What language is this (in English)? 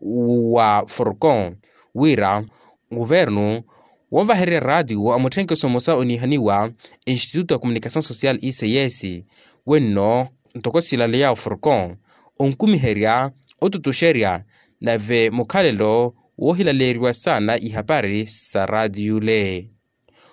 Makhuwa